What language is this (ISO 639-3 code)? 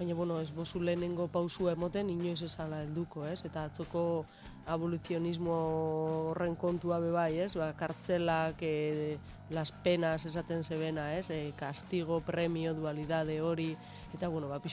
eus